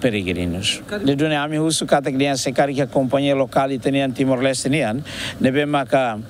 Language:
Tetum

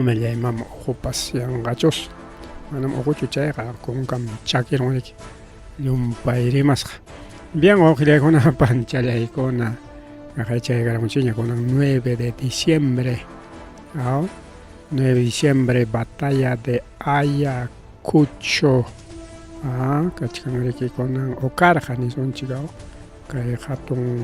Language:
Ayacucho Quechua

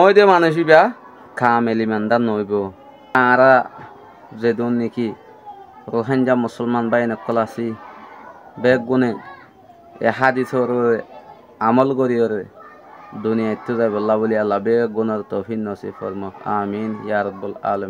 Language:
Rohingya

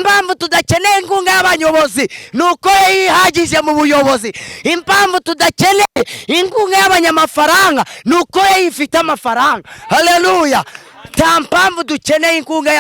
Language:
Kinyarwanda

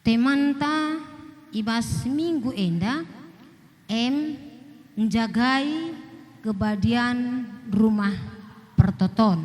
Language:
Batak Karo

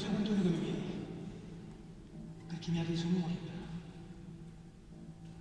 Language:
Italian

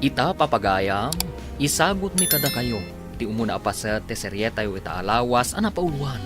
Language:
Iloko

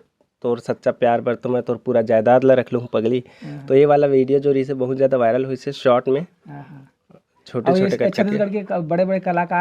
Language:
Chhattisgarhi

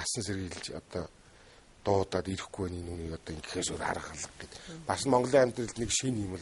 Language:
Mongolian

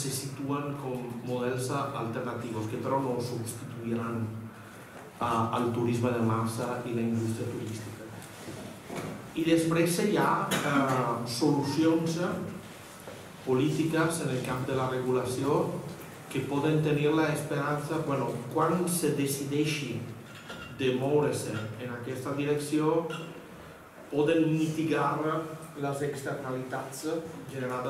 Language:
Catalan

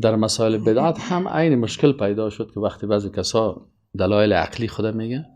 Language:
Persian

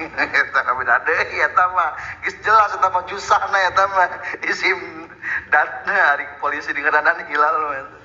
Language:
Sundanese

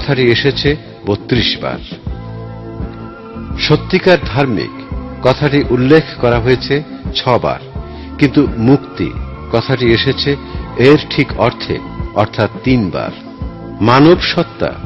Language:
Bangla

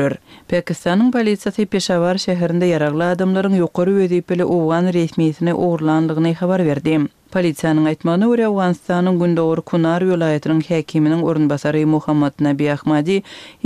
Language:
Turkmen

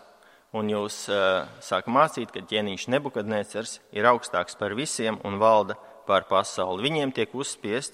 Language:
Latvian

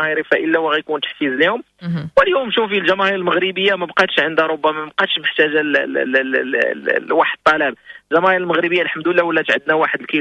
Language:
Moroccan Arabic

